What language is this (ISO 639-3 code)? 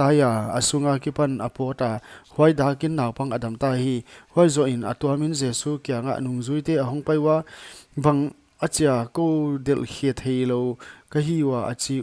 pck